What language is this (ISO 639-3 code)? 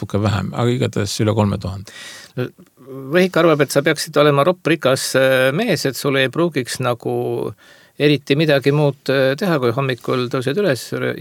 est